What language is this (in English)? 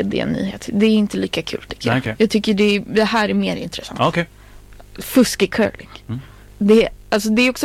Swedish